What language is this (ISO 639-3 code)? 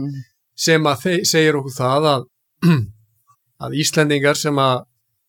isl